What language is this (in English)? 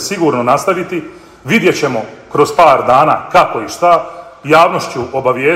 Bosnian